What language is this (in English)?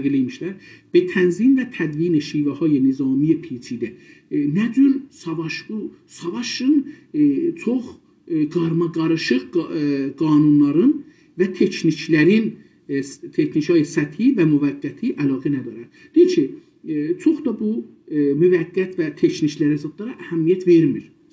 South Azerbaijani